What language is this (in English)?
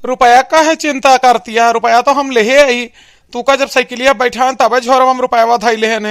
Awadhi